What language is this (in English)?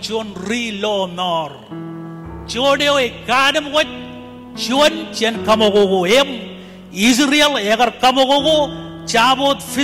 Marshallese